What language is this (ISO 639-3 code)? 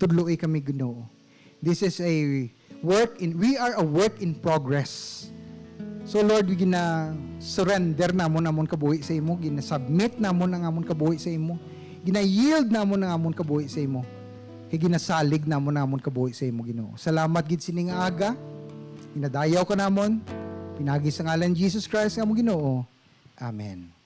hil